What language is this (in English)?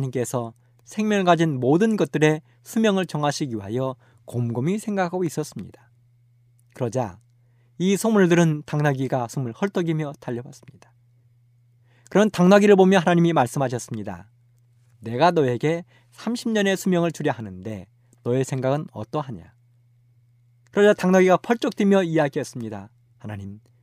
Korean